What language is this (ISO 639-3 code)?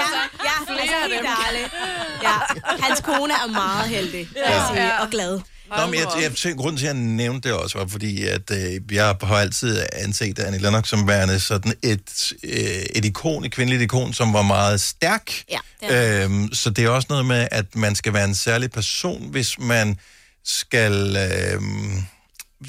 dan